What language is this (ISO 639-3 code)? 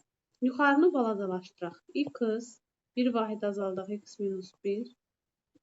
aze